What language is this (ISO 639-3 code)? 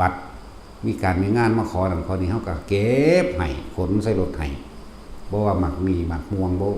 lao